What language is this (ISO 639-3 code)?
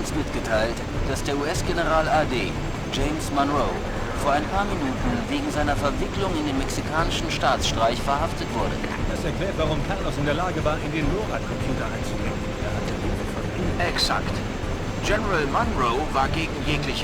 bar